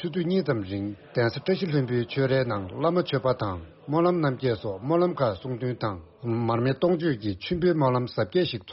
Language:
Tibetan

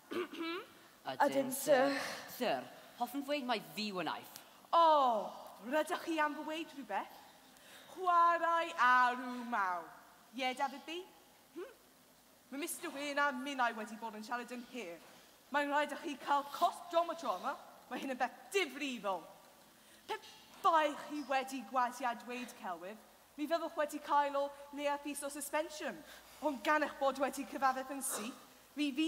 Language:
Welsh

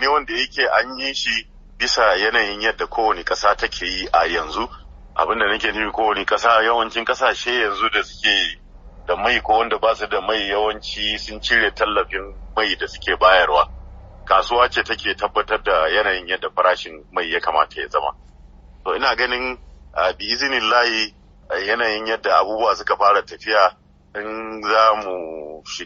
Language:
Hausa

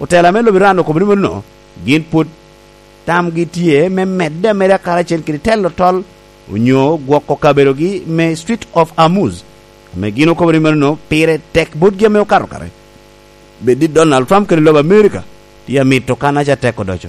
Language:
Lango (Uganda)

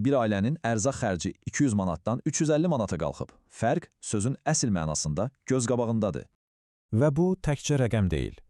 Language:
Azerbaijani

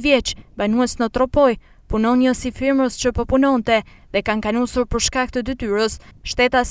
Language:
Albanian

